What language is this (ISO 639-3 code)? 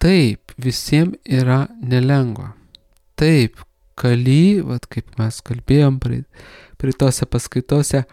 lit